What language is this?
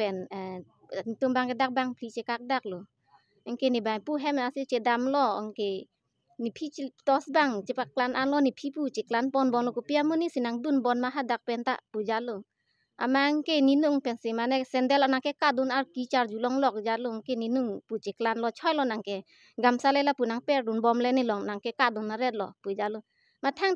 Karbi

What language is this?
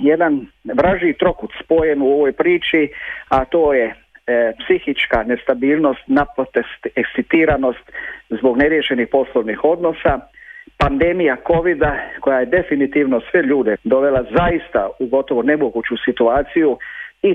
Croatian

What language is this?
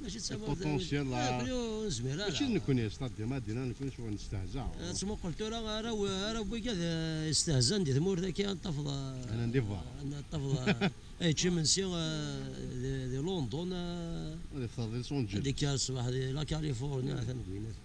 Kabyle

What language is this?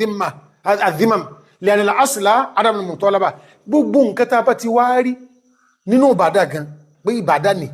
Yoruba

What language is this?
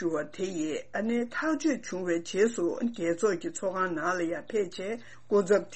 Tibetan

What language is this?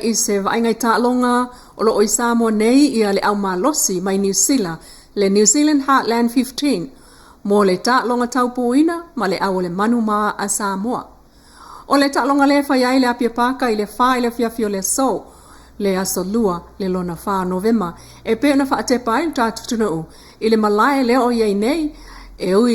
Samoan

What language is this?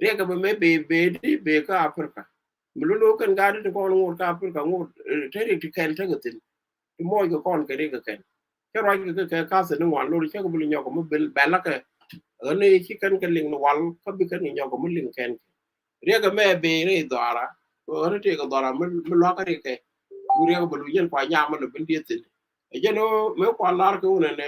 Nuer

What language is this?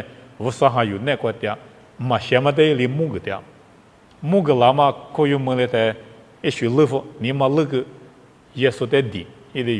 Lisu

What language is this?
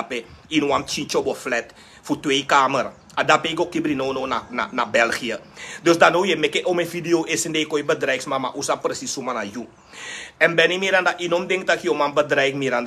Sranan Tongo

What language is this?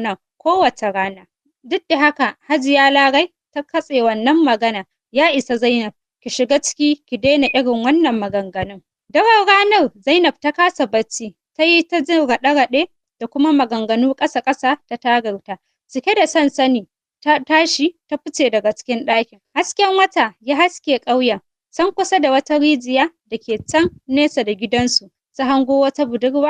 Hausa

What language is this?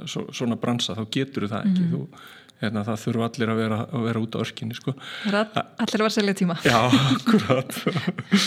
Icelandic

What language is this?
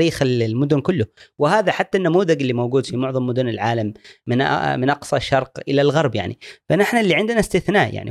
Gulf Arabic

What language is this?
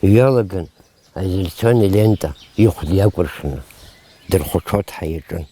Abkhazian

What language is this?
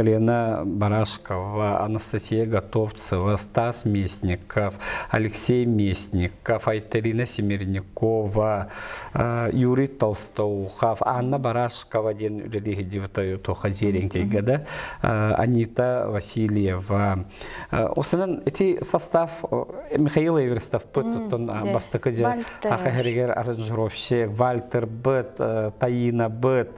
Yakut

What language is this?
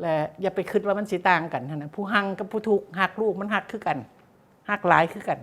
Lao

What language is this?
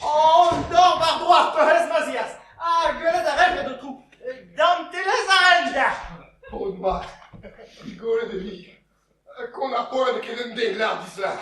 Breton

